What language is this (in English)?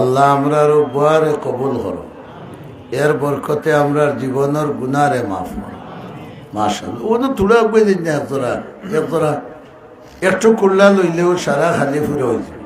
Sylheti